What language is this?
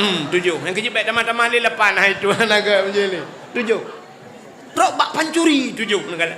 Achinese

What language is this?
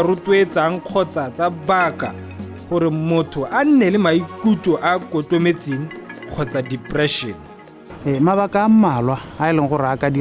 Tswana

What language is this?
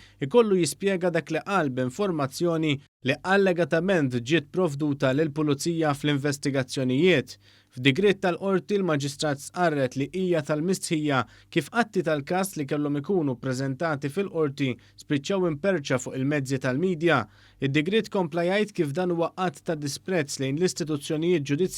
Maltese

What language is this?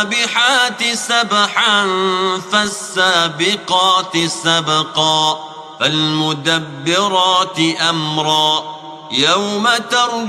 Arabic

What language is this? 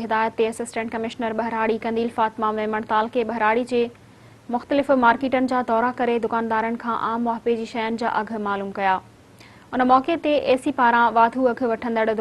Sindhi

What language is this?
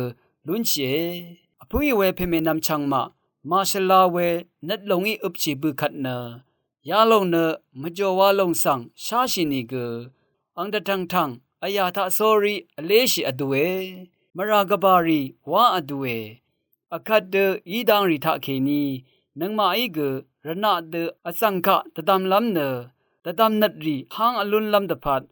Rawang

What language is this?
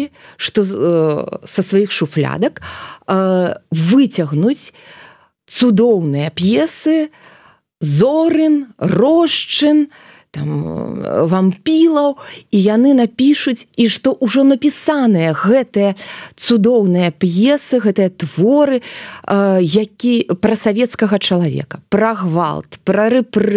Belarusian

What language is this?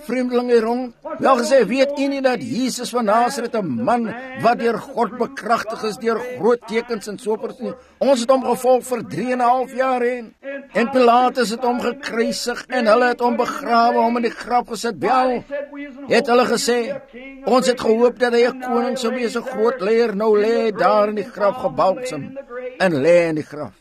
Afrikaans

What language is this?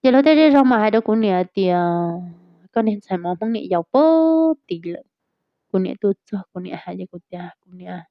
Hmong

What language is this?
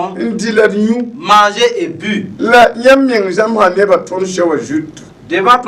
Mossi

